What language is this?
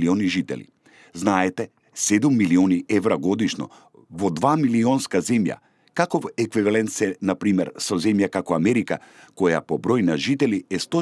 Macedonian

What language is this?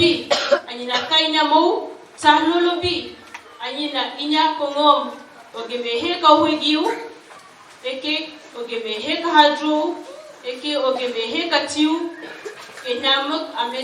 Dehu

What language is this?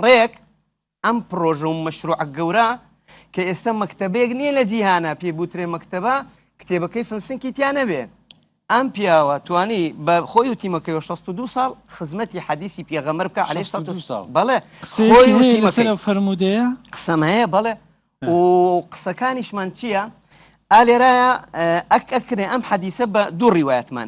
Central Kurdish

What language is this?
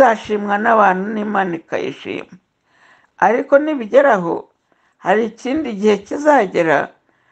Kinyarwanda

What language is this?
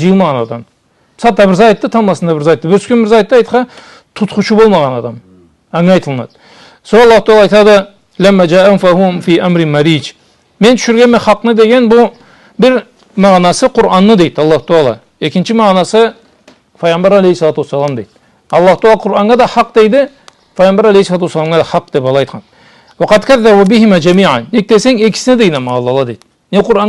Karachay-Balkar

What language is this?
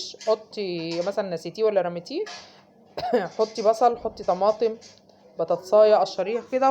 Egyptian Arabic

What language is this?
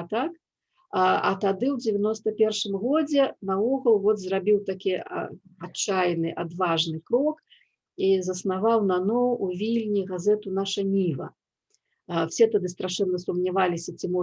Belarusian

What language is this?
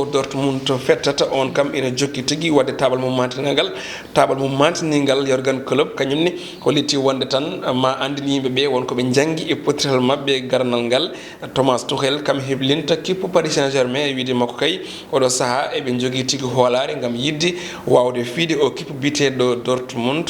Fula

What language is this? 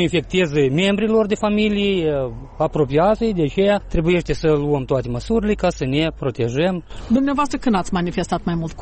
Romanian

